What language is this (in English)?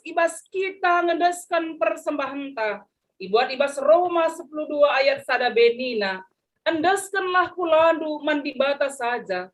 Batak Karo